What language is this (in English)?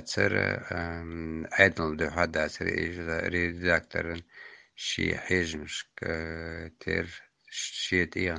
Chechen